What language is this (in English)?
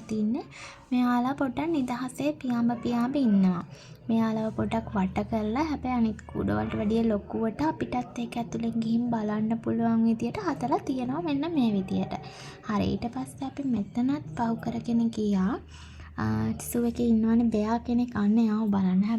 Sinhala